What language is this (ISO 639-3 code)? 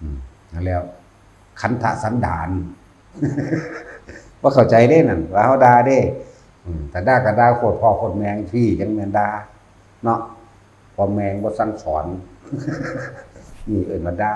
lao